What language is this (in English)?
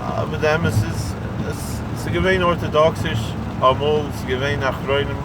Yiddish